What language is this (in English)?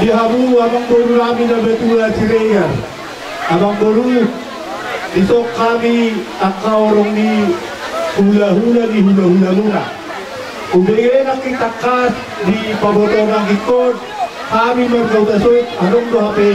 Batak Toba